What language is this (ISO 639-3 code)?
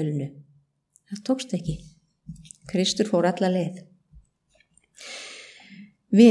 isl